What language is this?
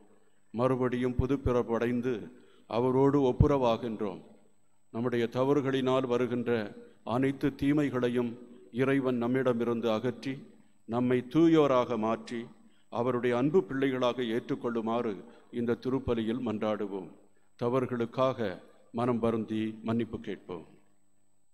Tamil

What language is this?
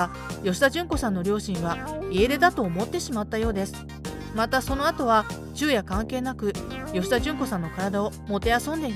Japanese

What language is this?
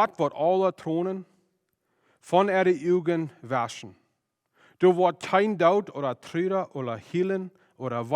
Plautdietsch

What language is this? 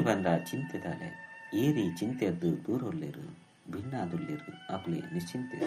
Tulu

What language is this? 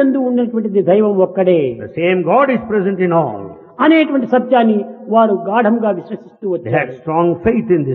Telugu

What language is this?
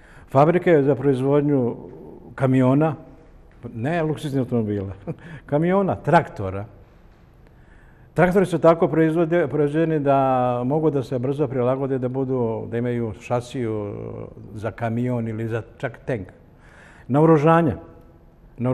Serbian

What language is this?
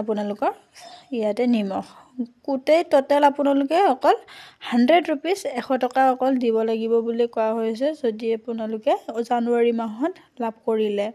Assamese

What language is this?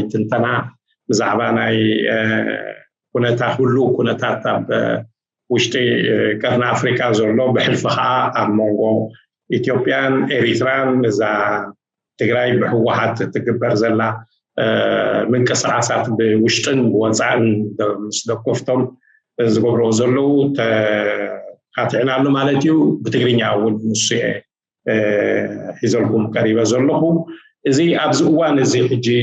Tigrinya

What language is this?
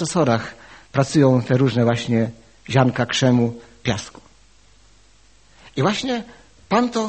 Polish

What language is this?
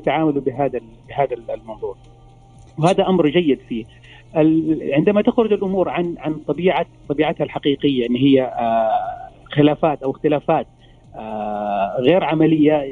Arabic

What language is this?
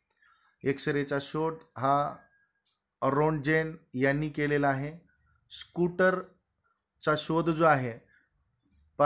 Marathi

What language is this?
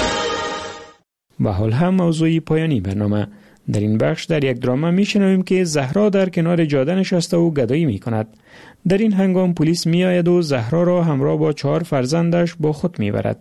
Persian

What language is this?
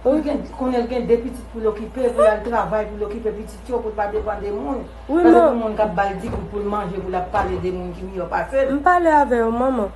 Haitian Creole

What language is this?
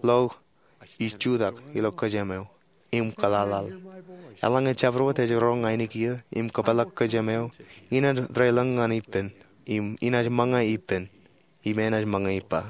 Marshallese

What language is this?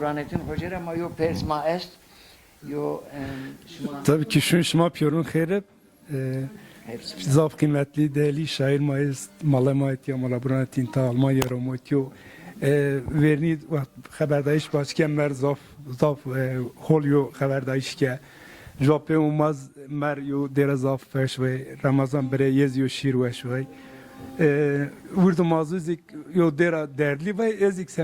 Zaza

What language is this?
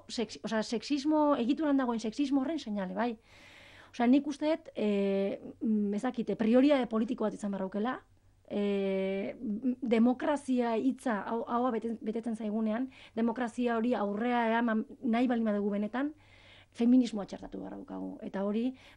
Basque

